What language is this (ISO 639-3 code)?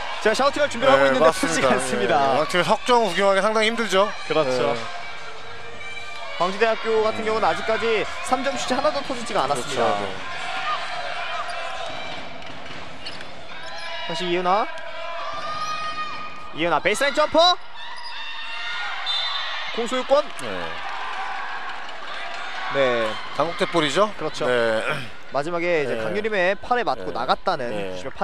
kor